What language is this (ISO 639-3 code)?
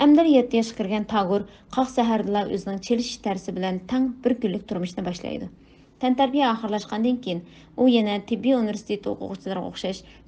uig